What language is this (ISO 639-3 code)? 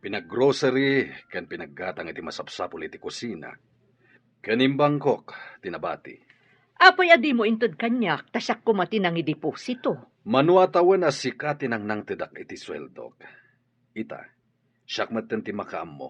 ilo